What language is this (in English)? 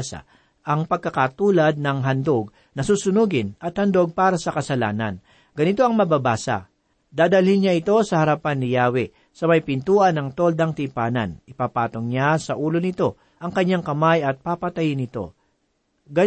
Filipino